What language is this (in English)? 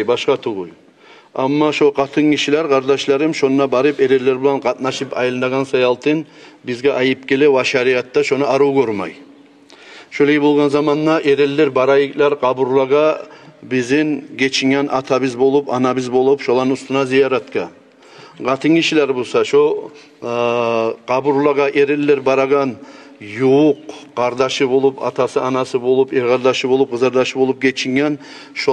Kumyk